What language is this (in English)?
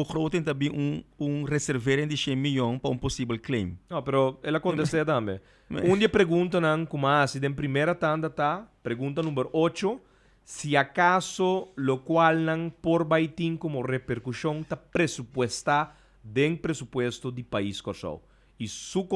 Papiamento